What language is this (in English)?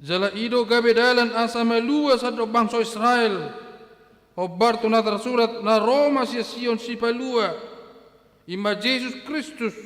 Batak Toba